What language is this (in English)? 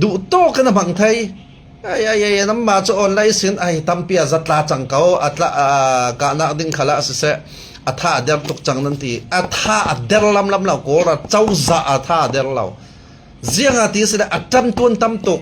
Falam Chin